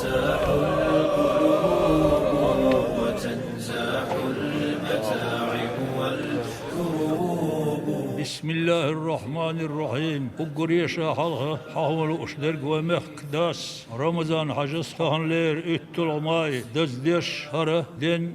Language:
Chechen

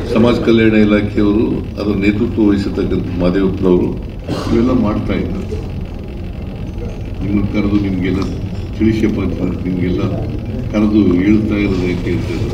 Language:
Kannada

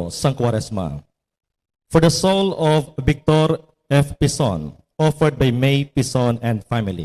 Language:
Hiligaynon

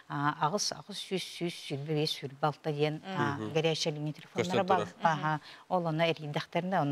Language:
Yakut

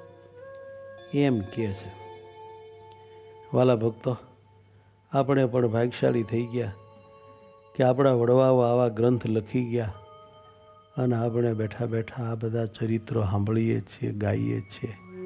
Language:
Gujarati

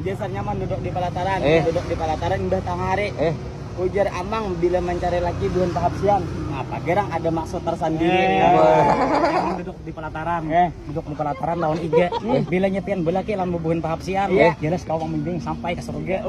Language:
Banjar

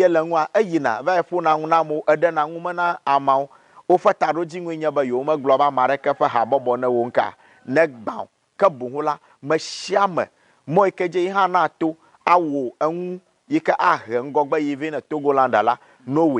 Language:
Ewe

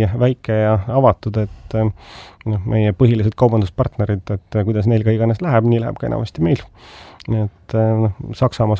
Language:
Estonian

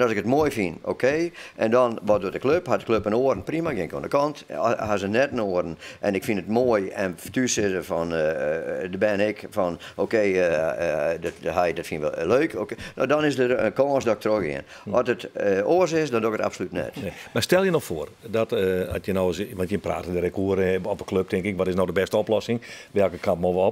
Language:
Western Frisian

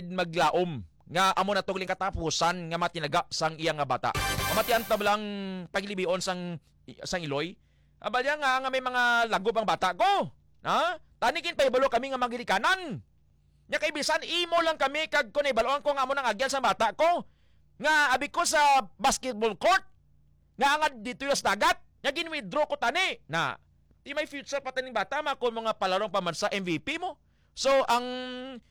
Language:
Hiligaynon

